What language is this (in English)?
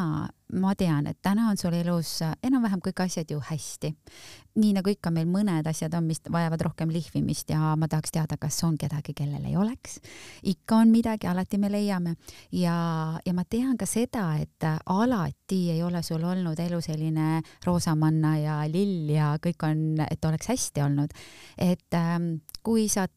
Estonian